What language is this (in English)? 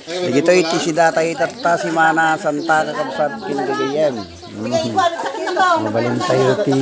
Iloko